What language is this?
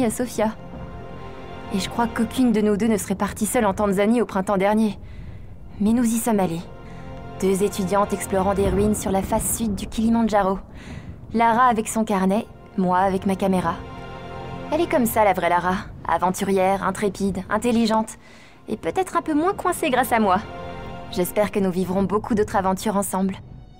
French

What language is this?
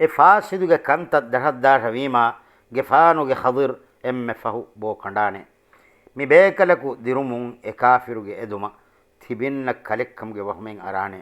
Divehi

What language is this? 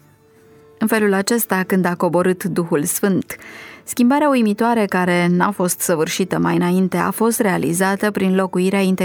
Romanian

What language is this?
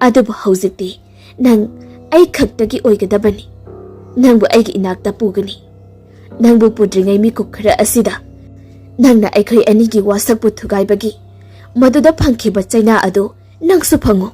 Manipuri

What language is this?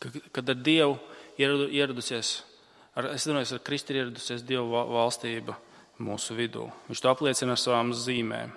Latvian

